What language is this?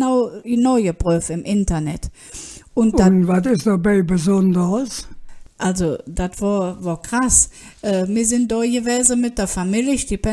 Colognian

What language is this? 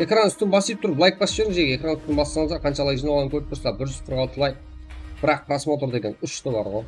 Kara-Kalpak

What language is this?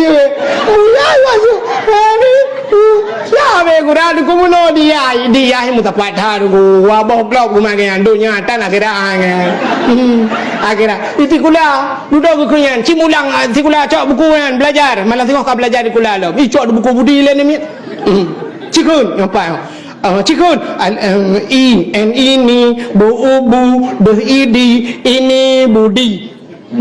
Achinese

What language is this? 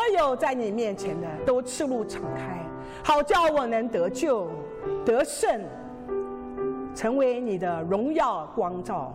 Chinese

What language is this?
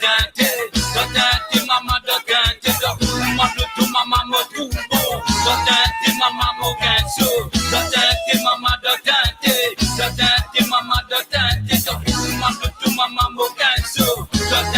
Morisyen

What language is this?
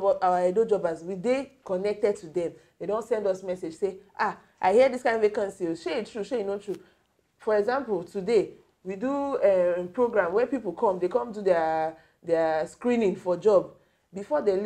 Nigerian Pidgin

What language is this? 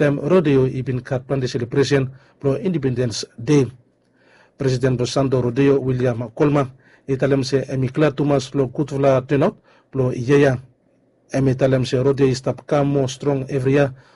Bislama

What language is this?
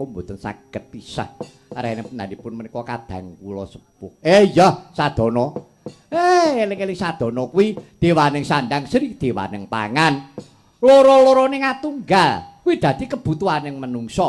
Javanese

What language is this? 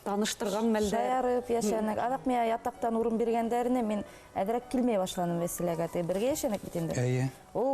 Bashkir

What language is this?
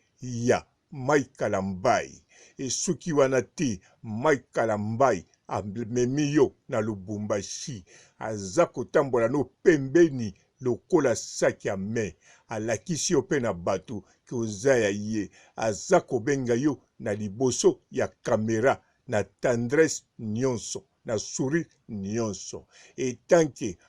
Lingala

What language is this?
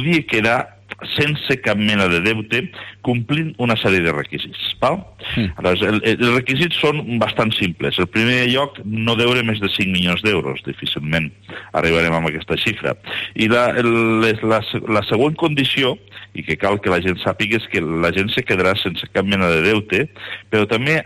Catalan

